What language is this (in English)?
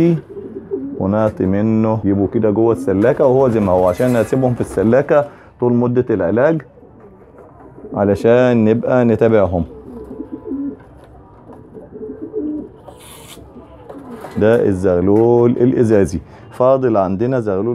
Egyptian Arabic